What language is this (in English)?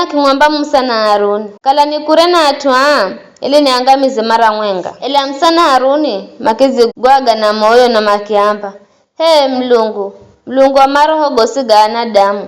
Giryama